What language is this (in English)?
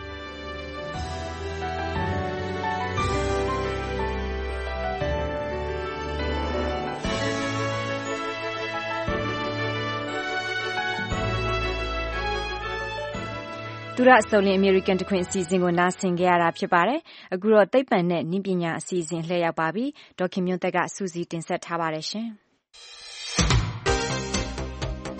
Burmese